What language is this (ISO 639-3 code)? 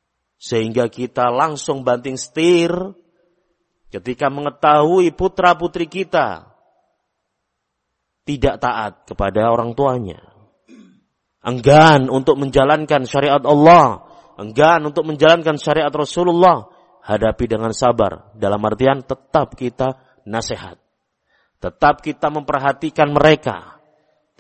ind